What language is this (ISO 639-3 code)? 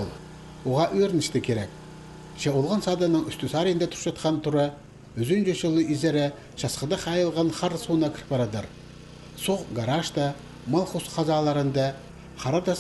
kjh